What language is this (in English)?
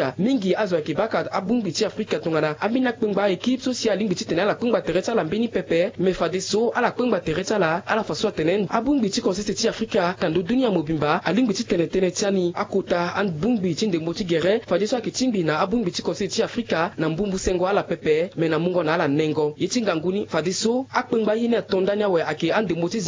Sango